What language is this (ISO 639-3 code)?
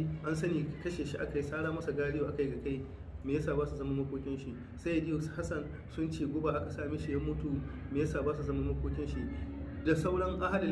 hau